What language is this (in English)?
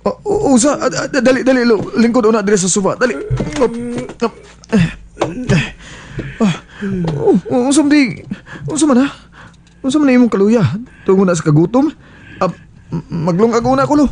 Cebuano